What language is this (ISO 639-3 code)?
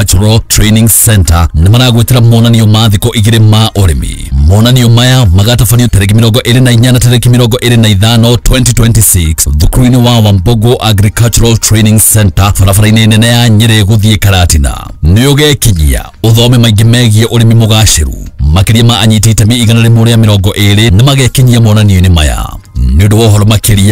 kik